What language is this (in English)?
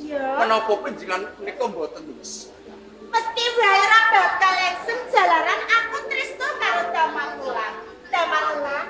Javanese